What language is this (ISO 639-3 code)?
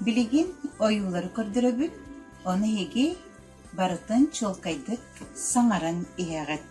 sah